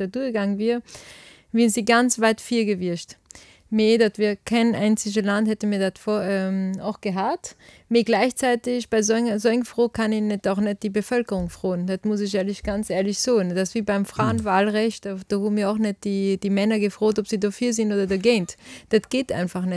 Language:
Luxembourgish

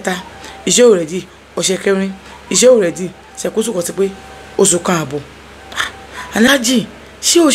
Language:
Yoruba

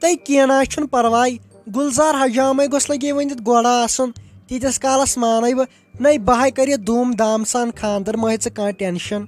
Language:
Kashmiri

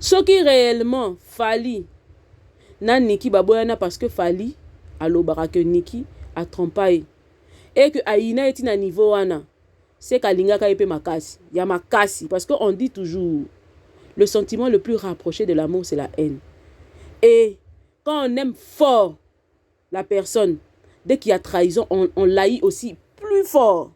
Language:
Lingala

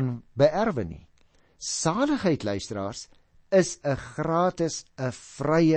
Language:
Afrikaans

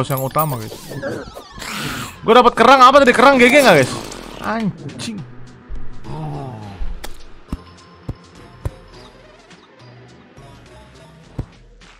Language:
Indonesian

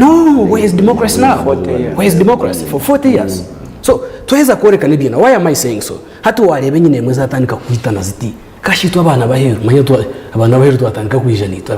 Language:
Nyankole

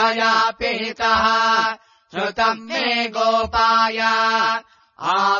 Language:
Sanskrit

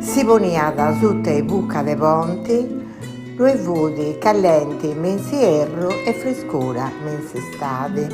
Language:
Sardinian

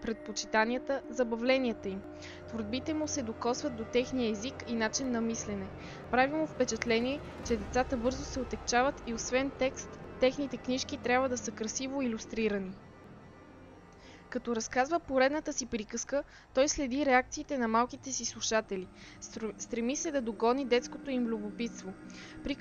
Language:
Bulgarian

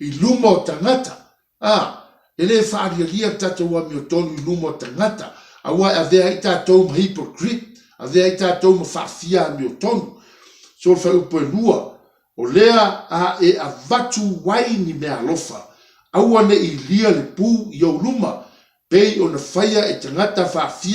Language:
Samoan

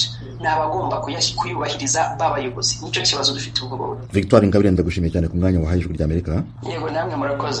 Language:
Kinyarwanda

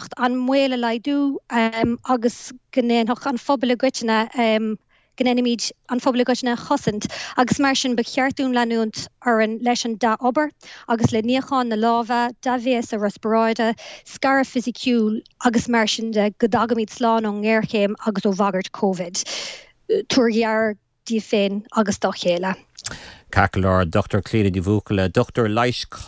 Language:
Irish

